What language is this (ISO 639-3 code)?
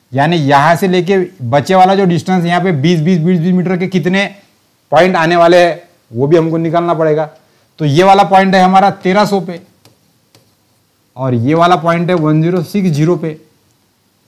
hin